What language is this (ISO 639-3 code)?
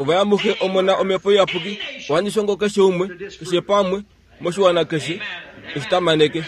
kua